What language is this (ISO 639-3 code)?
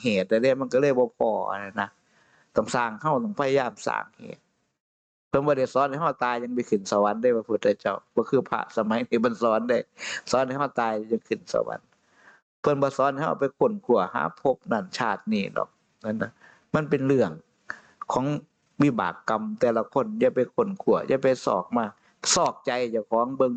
tts